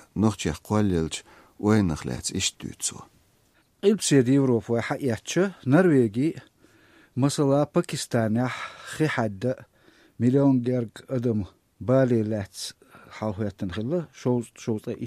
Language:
Chechen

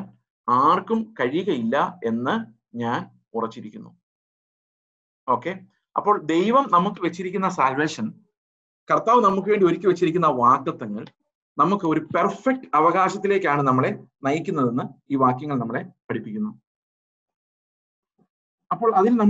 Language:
Malayalam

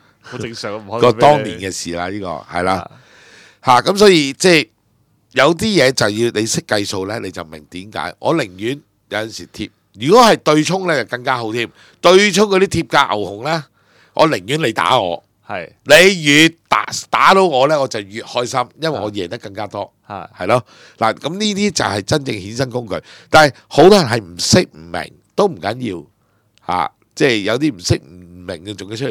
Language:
Cantonese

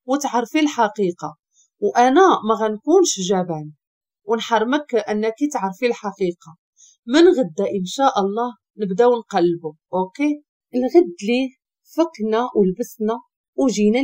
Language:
Moroccan Arabic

